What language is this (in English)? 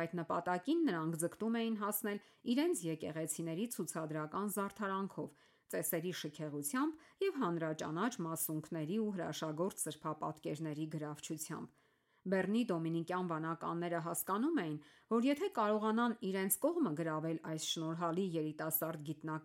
Armenian